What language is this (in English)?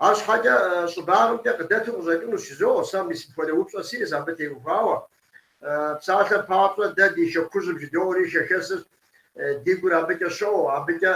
Kabardian